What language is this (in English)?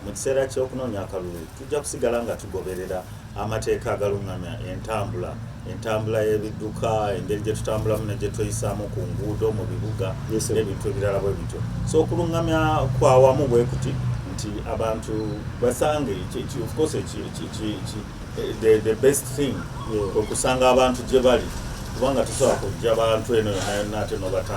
Ganda